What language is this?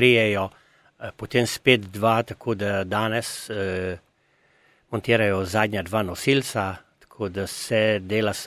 Slovenian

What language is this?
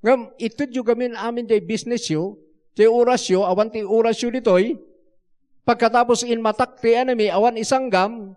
Iloko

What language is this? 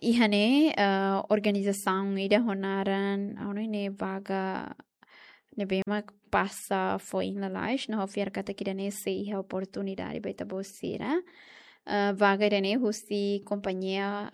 Tetum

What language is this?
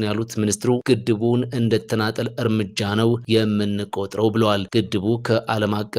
Amharic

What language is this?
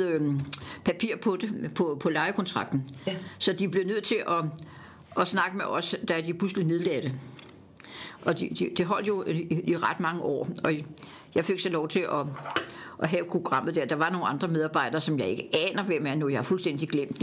Danish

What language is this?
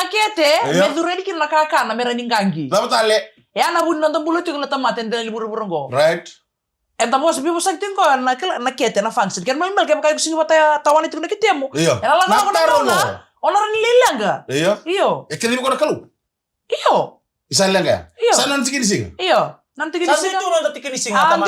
Fijian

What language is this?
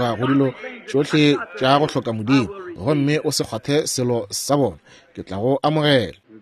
Northern Sotho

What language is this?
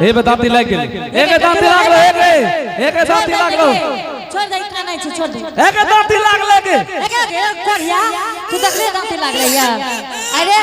Angika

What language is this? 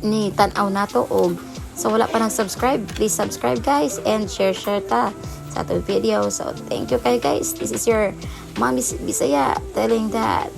Cebuano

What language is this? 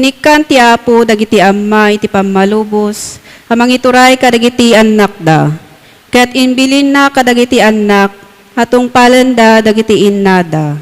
Iloko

